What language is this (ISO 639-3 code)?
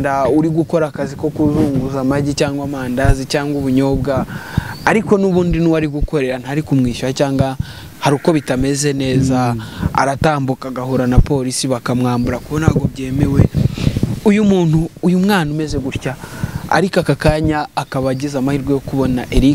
kin